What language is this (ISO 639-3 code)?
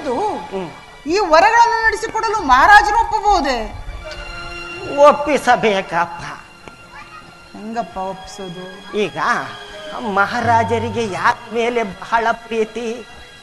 kan